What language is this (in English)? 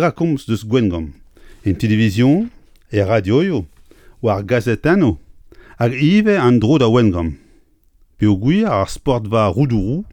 Breton